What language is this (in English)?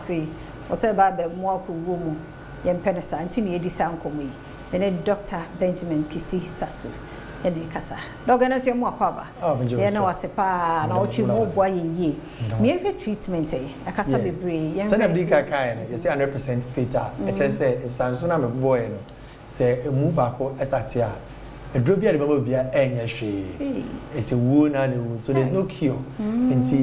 Akan